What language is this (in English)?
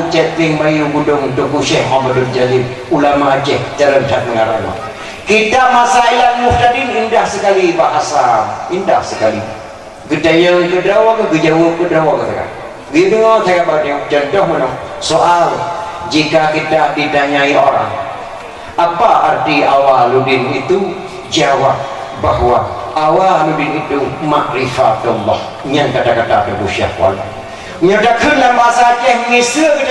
Achinese